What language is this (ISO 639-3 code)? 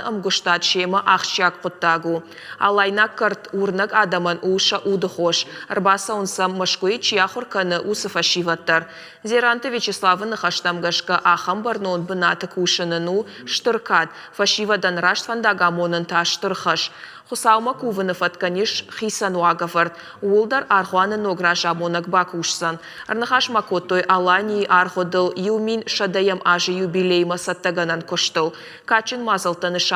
oss